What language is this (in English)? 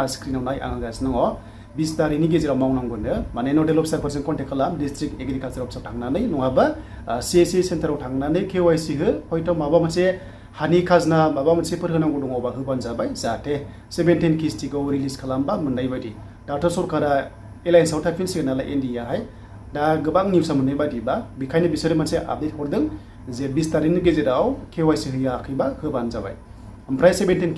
Bodo